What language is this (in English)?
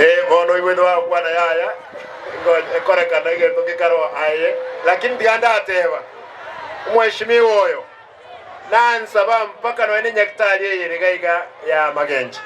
Gusii